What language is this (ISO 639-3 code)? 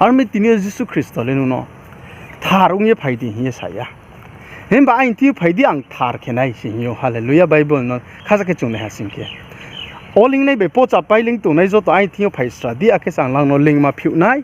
ria